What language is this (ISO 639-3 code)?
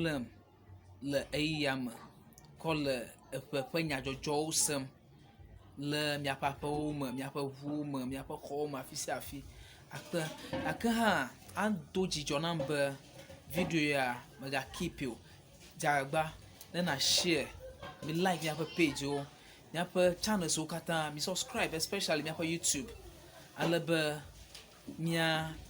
ewe